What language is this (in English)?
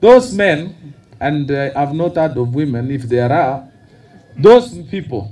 Kikuyu